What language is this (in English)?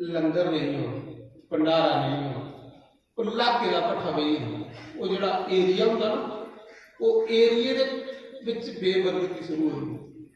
Dogri